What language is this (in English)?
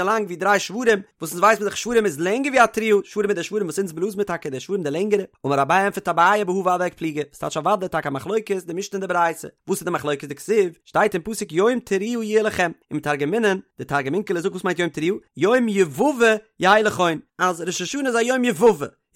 Yiddish